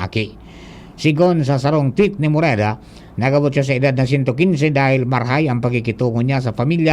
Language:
Bikol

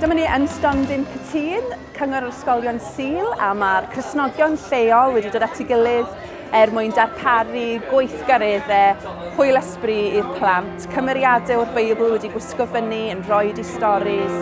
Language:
Welsh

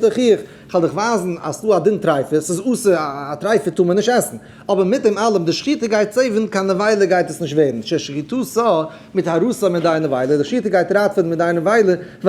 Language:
Yiddish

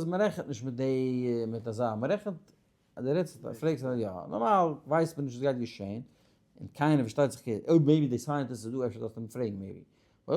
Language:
Yiddish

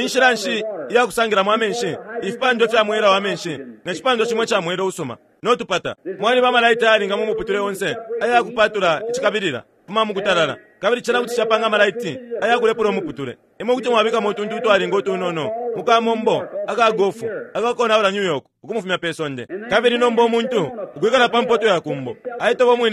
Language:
Bemba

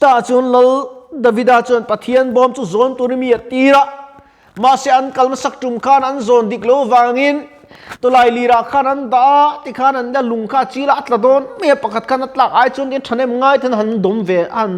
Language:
Mizo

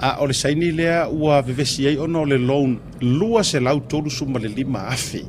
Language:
Samoan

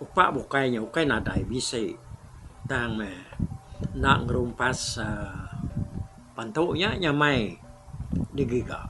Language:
Iban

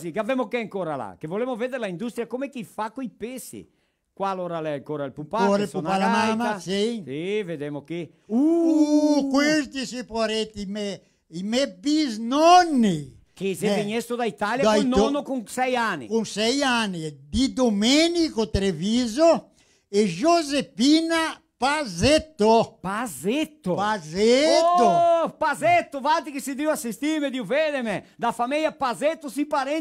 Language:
Venetian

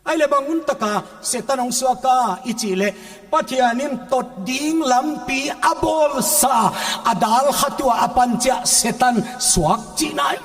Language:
Paite Chin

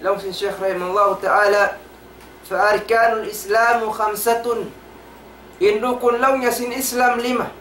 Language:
Tausug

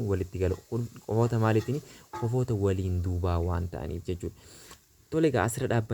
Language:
Oromo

